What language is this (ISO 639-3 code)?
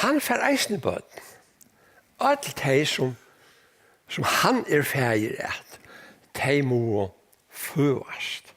fao